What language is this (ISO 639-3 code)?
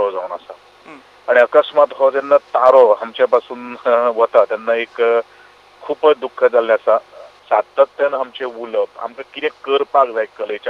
kok